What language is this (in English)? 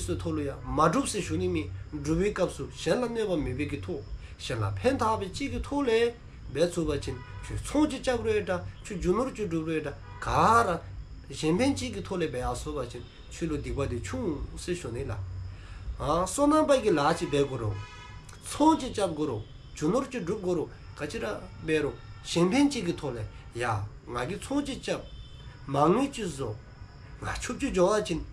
Dzongkha